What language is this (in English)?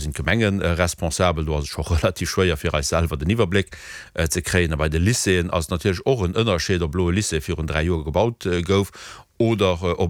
Luxembourgish